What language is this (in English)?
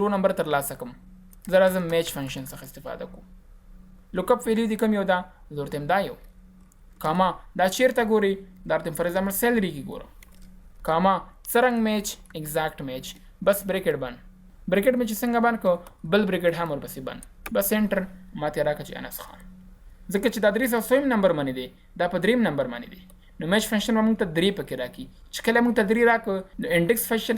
Pashto